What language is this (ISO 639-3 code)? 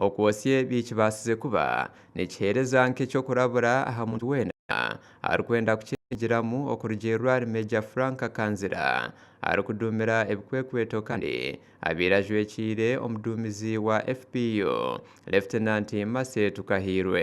nyn